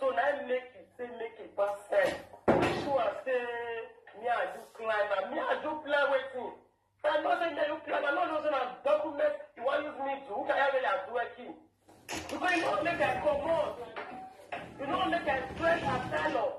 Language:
Nigerian Pidgin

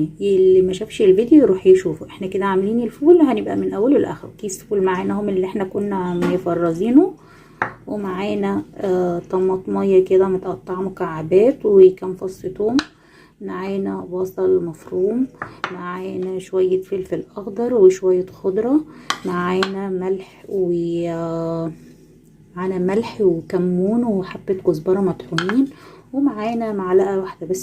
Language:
Egyptian Arabic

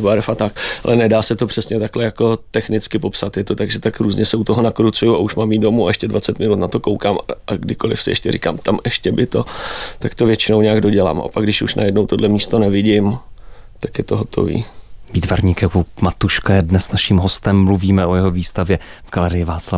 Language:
Czech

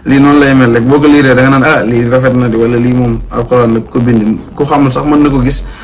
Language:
Wolof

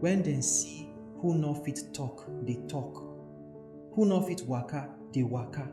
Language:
Nigerian Pidgin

